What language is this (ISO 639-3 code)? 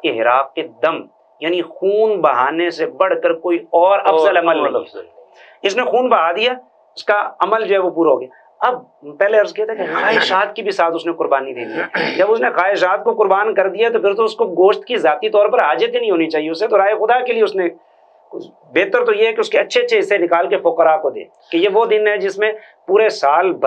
urd